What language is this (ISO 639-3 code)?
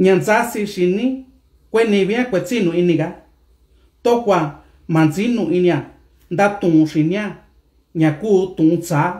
mix